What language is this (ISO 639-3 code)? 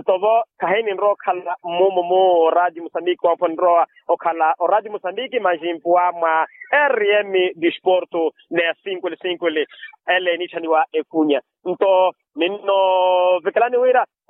vmw